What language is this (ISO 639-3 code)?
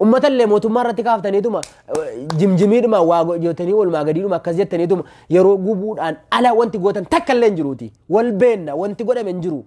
orm